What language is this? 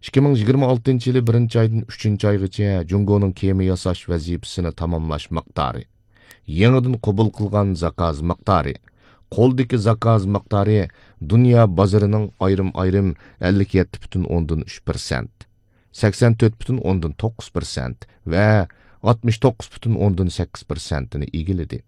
Uyghur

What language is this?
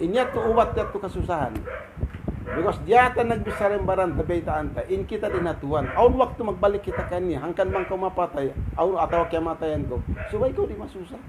Tausug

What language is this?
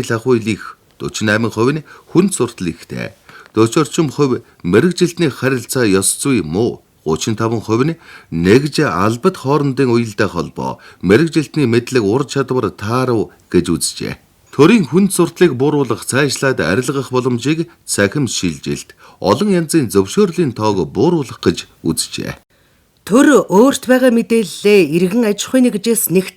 Mongolian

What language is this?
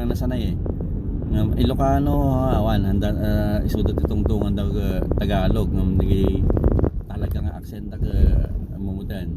Iloko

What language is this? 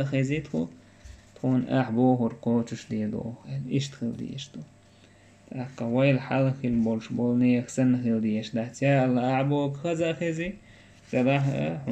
Chechen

